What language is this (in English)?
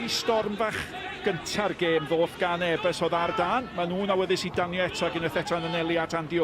Welsh